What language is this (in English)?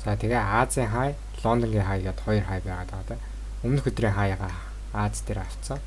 Mongolian